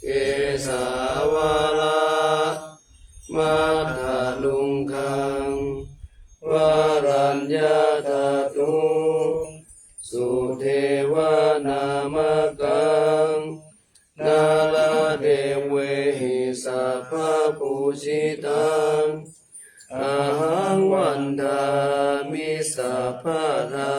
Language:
Pali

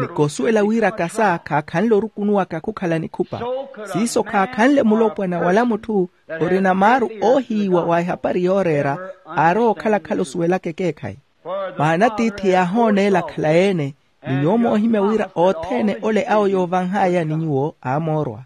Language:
Makhuwa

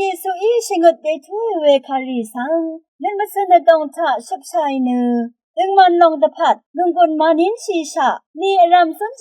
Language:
Rawang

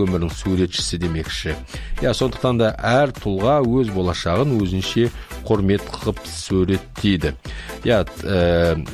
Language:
Kazakh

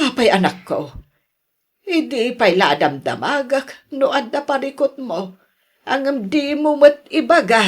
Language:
Iloko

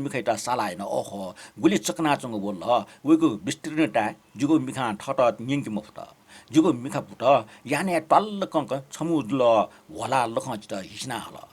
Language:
Newari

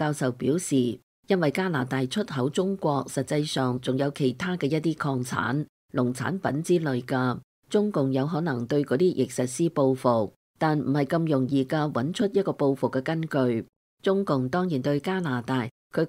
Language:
Cantonese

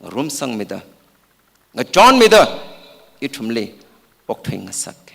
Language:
Tangkhul Naga (India)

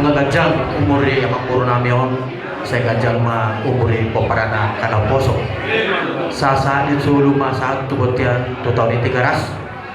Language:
Batak Toba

